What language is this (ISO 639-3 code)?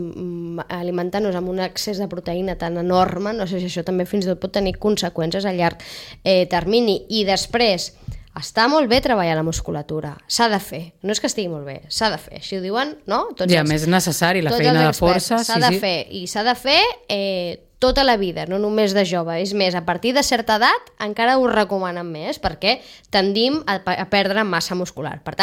cat